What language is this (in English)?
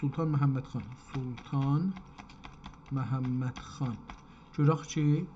South Azerbaijani